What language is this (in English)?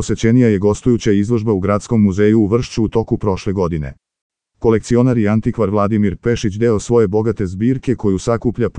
Serbian